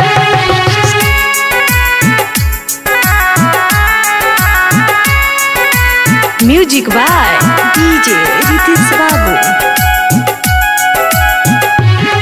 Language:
Bhojpuri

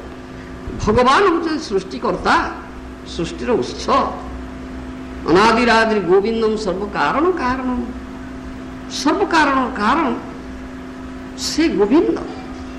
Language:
Odia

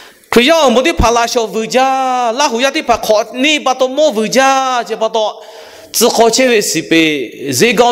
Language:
Lahu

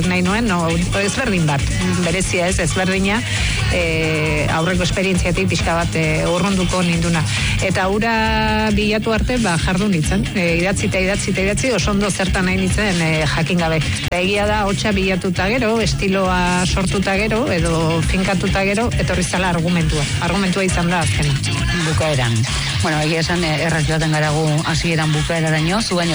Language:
Basque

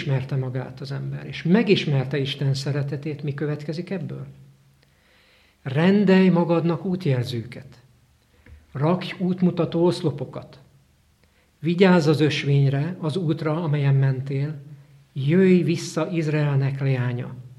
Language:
Hungarian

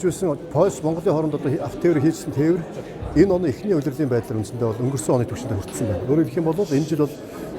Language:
Mongolian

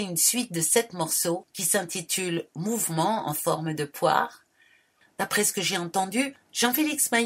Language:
French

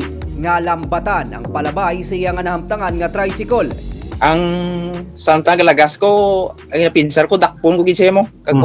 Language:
Hiligaynon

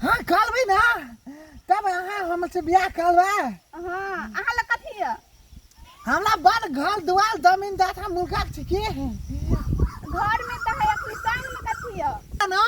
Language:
Maithili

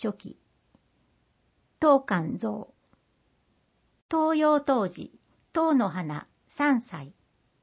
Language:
Japanese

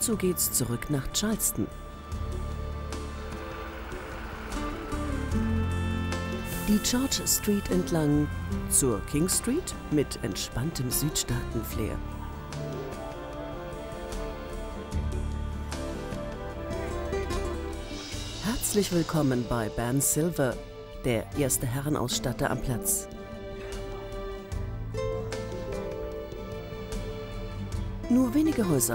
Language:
German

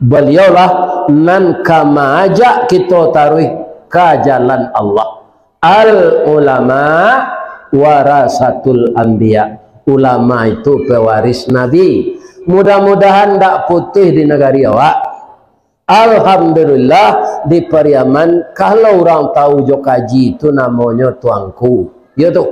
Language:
Minangkabau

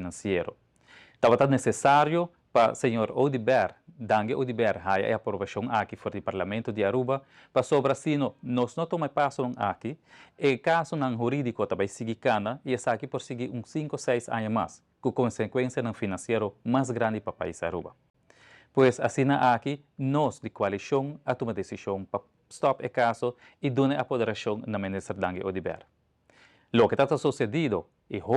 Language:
Papiamento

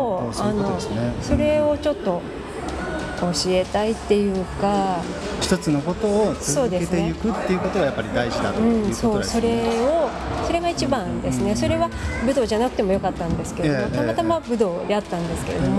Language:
Japanese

